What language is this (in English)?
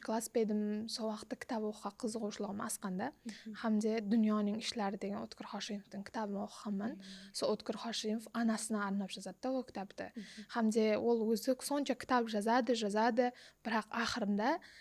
Kara-Kalpak